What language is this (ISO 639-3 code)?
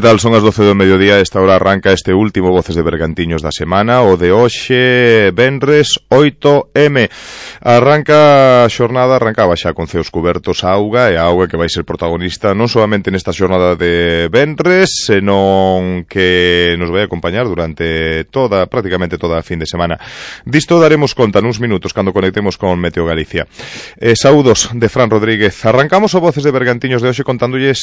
glg